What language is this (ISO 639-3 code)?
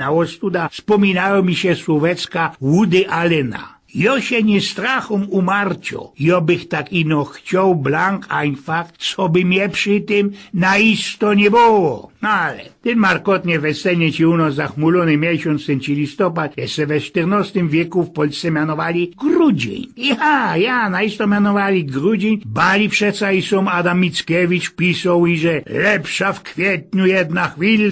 szl